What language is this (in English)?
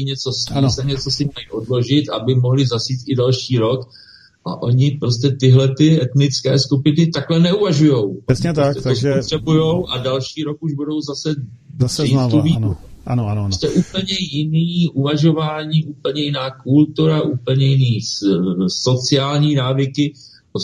Czech